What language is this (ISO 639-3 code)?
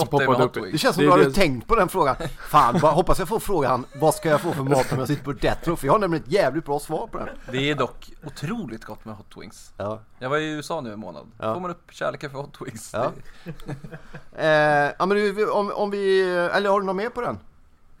swe